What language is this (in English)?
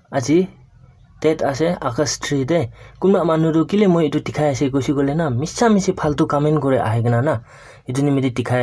Naga Pidgin